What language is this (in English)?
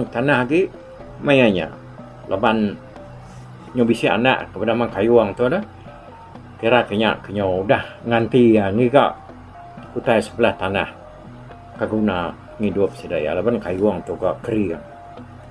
Iban